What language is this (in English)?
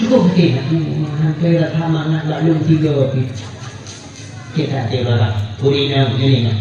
Achinese